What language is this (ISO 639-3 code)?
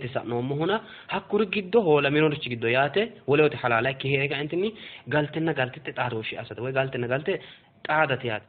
sid